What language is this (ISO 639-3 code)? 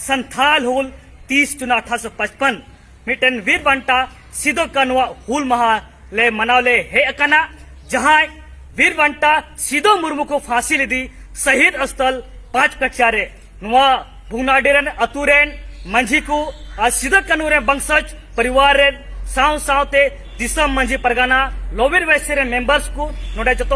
sat